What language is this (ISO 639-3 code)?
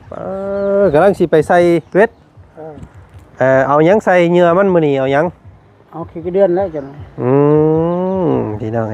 lao